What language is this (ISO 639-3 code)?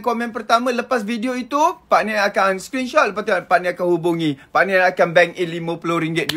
msa